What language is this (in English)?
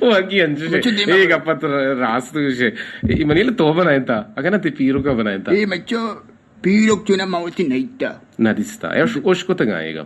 Eastern Balochi